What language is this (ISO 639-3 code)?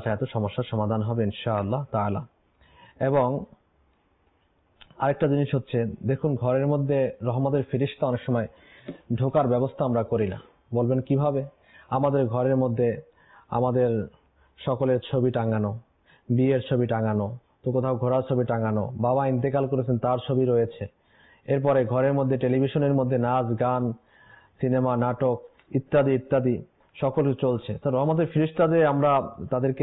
ben